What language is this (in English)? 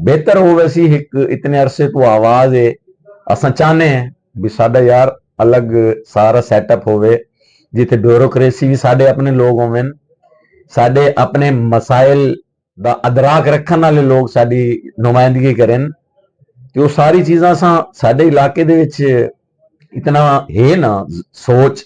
Saraiki